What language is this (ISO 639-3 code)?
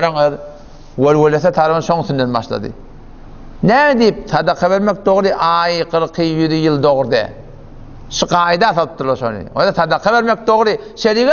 tuk